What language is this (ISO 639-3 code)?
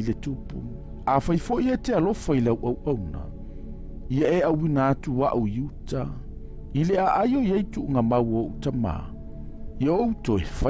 smo